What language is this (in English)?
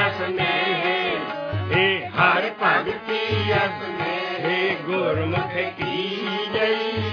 Punjabi